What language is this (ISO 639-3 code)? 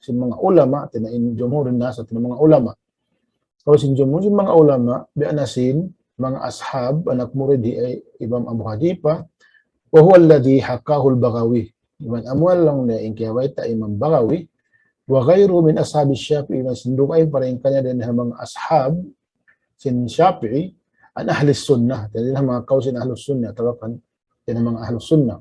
tsg